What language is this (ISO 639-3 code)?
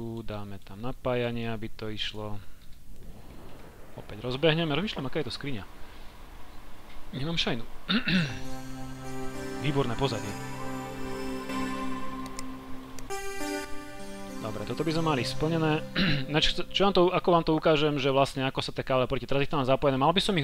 slk